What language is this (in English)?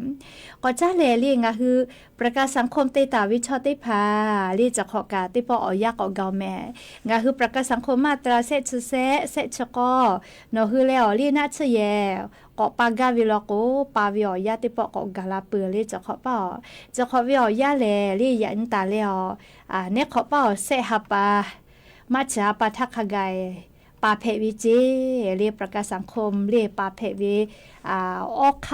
Lahu